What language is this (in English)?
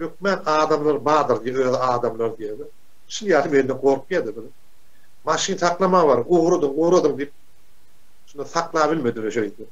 Turkmen